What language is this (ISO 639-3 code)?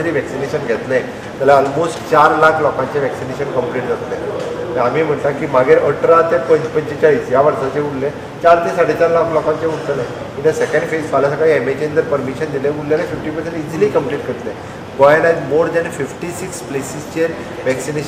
kok